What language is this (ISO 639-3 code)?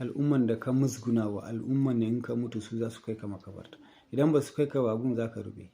hau